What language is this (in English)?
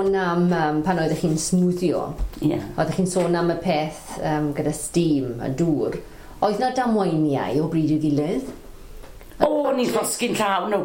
Welsh